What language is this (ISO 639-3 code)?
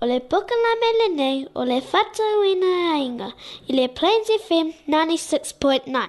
smo